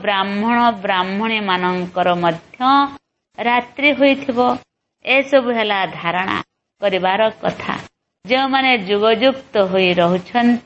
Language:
Odia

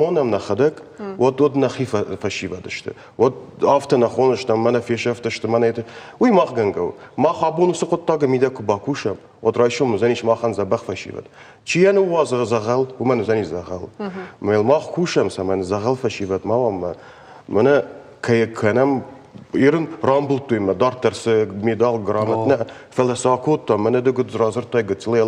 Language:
Ossetic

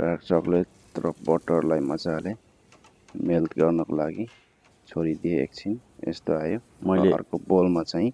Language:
Nepali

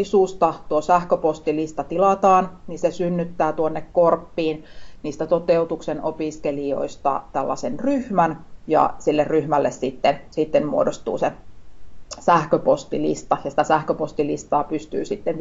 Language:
Finnish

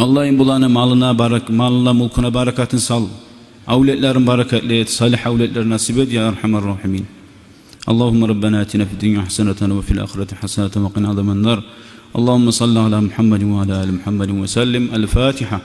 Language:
Kumyk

